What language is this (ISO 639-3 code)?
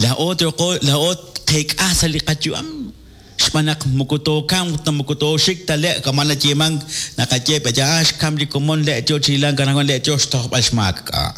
kek